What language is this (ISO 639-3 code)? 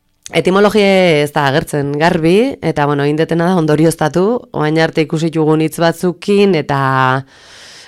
eus